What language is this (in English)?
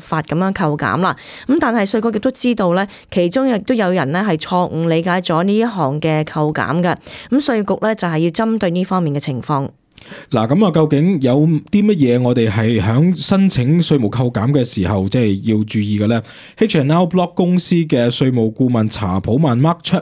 Cantonese